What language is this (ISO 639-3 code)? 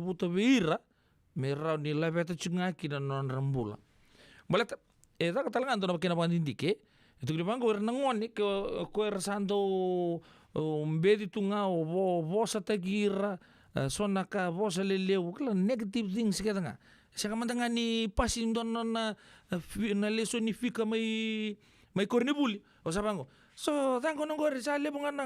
fij